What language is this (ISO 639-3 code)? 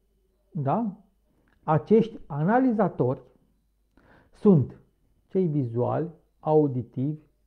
ron